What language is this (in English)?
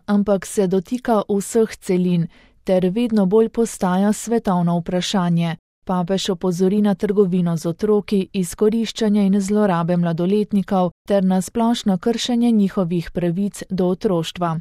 Slovenian